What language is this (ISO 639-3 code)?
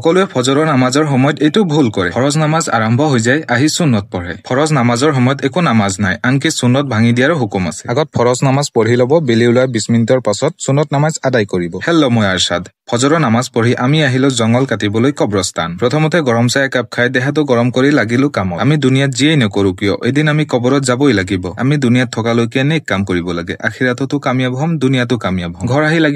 asm